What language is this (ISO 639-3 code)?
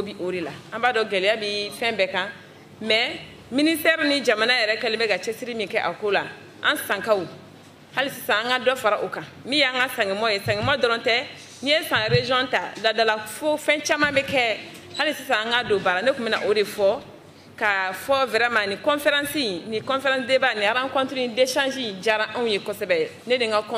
bam